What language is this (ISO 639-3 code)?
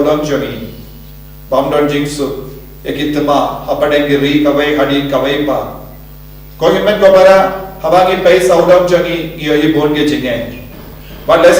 kha